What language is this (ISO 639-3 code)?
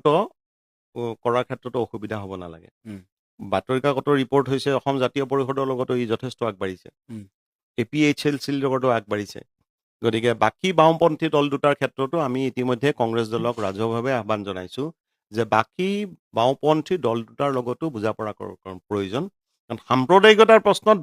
asm